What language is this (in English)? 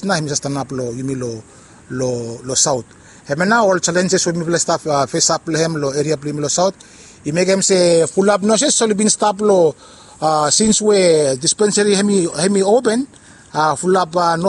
Bislama